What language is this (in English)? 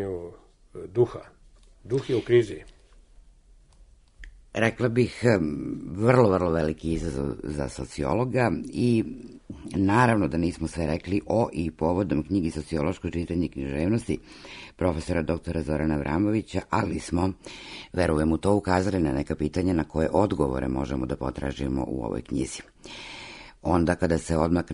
Serbian